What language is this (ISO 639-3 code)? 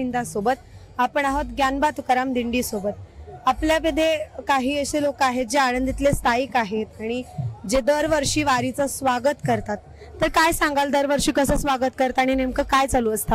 mar